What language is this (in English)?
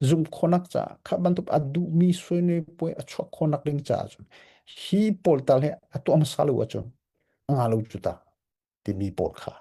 Hakha Chin